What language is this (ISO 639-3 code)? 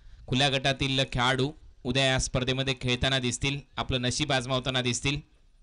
mar